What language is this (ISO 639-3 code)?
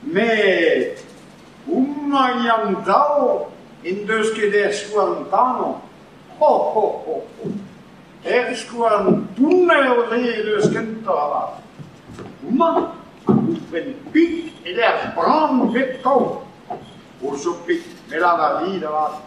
bre